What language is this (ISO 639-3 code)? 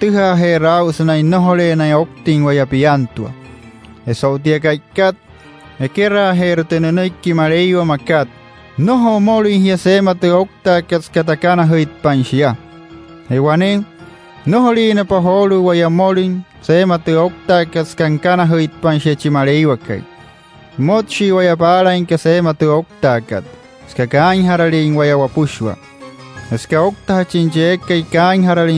guc